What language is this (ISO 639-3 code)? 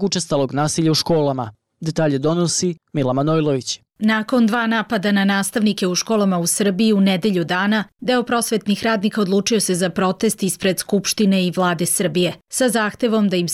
srp